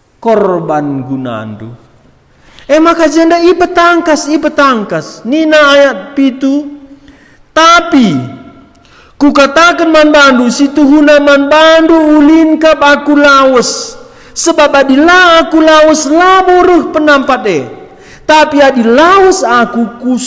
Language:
Batak Karo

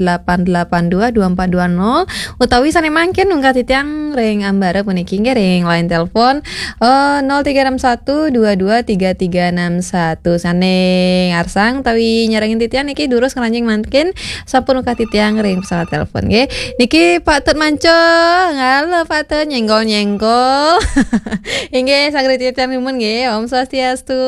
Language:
Balinese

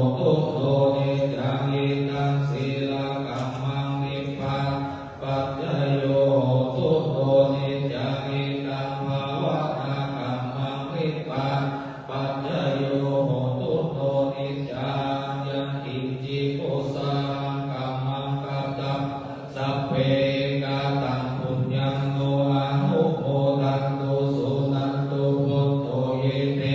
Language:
Pali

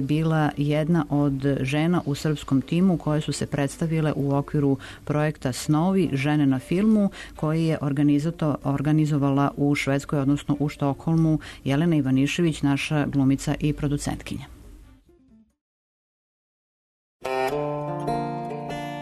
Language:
Serbian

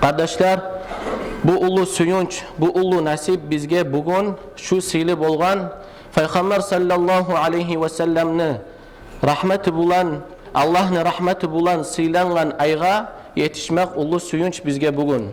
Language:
Kumyk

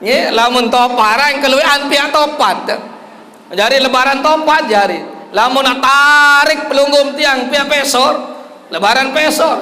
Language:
Sasak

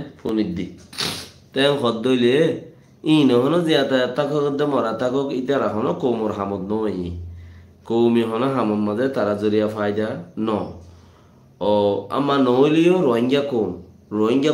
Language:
Rohingya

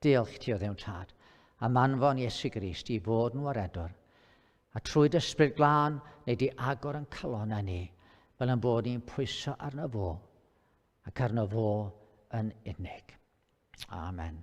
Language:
Welsh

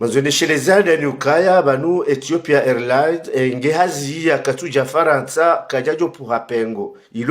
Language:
Ngazidja Comorian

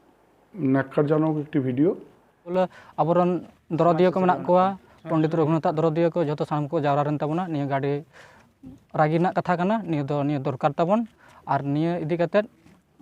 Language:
Santali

